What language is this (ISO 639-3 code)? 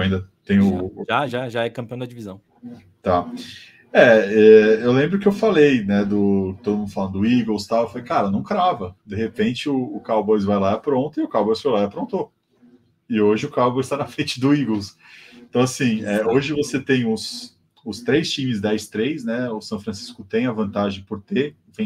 por